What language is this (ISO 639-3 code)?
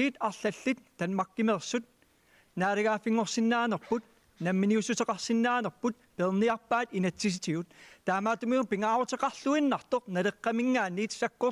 kal